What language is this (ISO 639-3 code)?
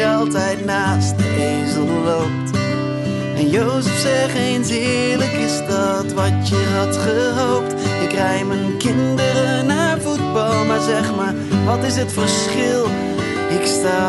nld